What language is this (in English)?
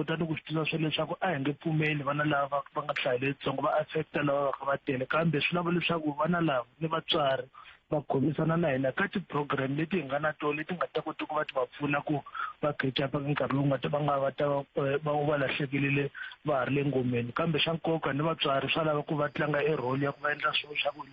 Tsonga